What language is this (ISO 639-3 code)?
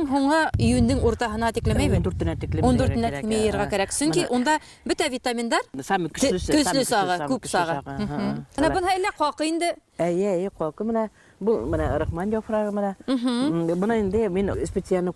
bak